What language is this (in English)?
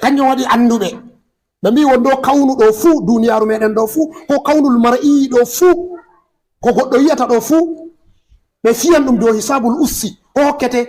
Fula